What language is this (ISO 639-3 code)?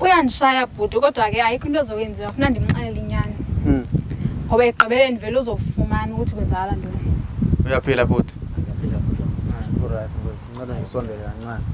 zul